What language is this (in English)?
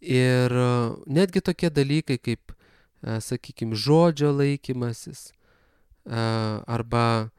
Lithuanian